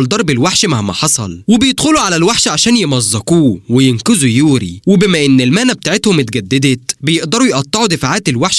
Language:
Egyptian Arabic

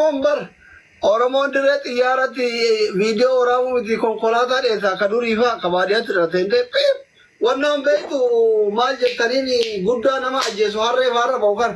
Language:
Oromo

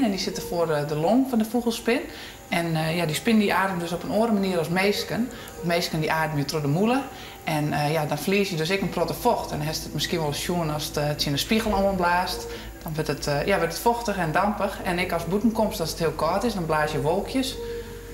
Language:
Western Frisian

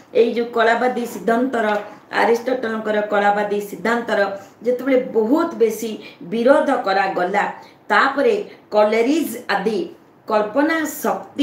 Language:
Odia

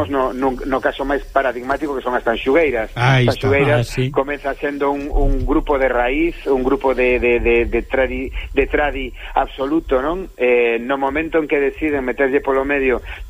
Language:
Galician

